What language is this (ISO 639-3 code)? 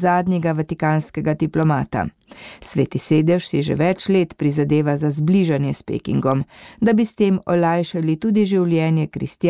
slv